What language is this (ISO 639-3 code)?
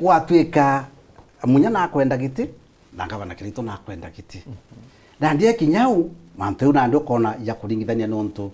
mer